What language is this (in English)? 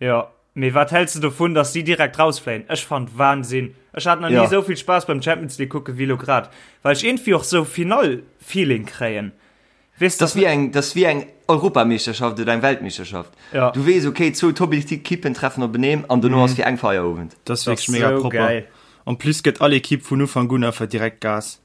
Luxembourgish